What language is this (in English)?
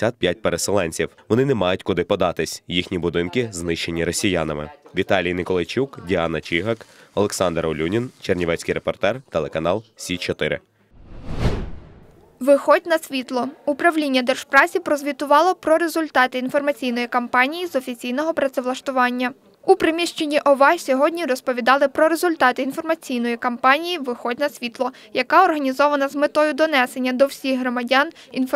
Ukrainian